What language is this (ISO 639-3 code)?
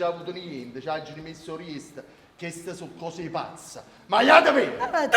nap